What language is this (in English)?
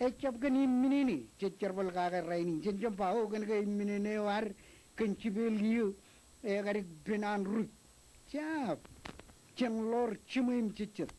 Marshallese